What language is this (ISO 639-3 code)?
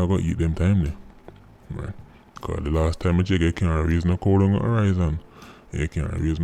jam